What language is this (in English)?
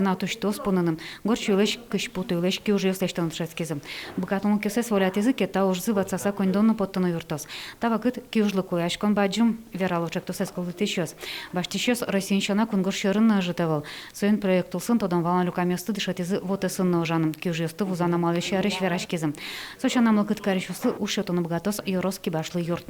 Udmurt